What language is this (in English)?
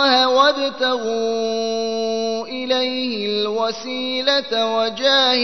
Arabic